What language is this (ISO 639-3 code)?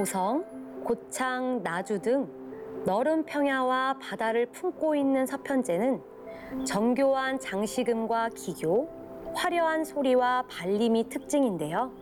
kor